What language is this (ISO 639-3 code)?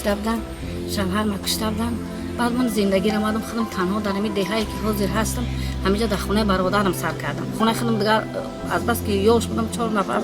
tgk